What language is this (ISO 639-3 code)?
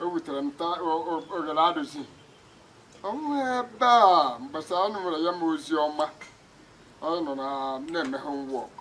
ibo